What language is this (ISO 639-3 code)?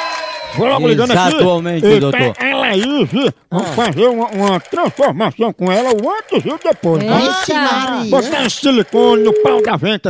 por